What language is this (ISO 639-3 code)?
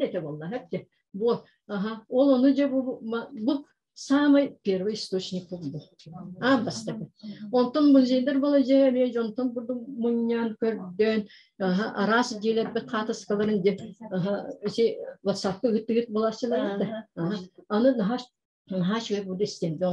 sah